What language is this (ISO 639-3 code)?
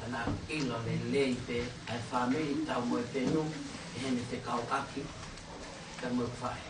ton